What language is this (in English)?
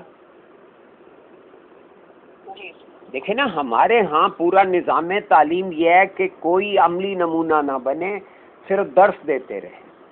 Urdu